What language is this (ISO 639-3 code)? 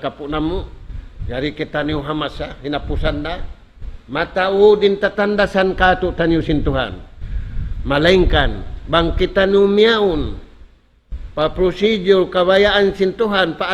tsg